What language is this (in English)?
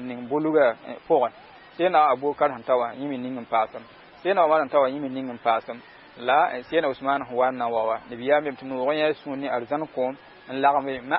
Mossi